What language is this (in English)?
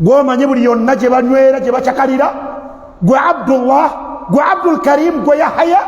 Ganda